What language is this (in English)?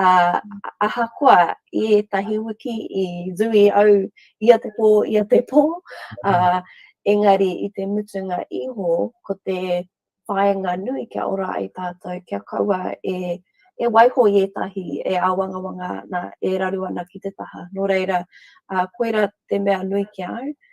Māori